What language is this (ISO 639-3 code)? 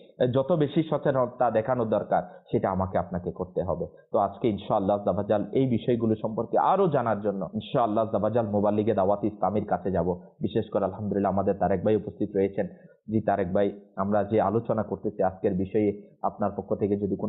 ben